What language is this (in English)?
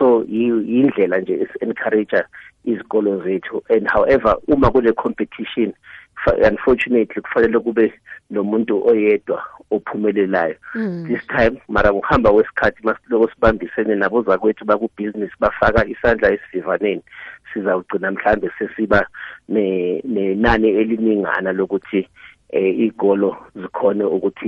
South Ndebele